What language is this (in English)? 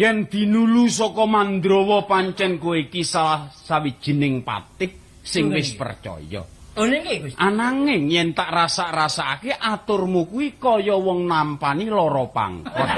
Javanese